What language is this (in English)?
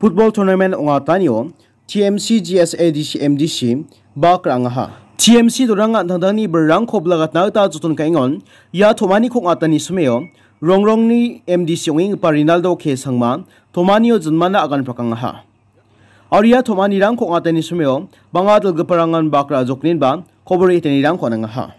Garo